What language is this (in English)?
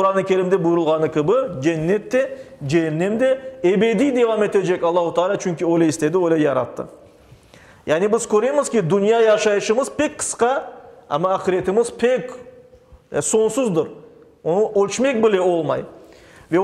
Crimean Tatar